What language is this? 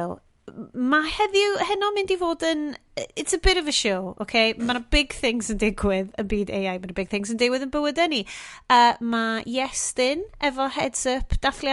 Welsh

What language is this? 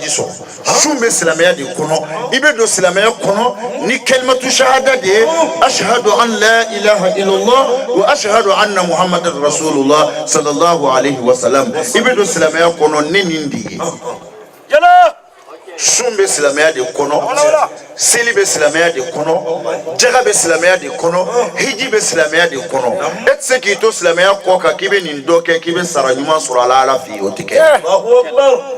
Bambara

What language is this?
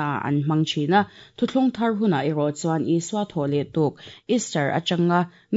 Mizo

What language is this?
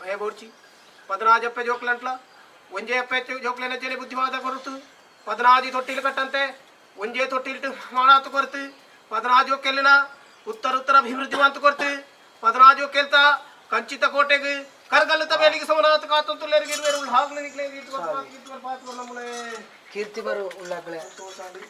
Tulu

